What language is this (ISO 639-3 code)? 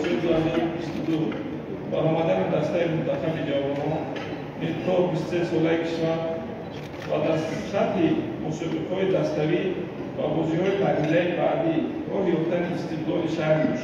tgk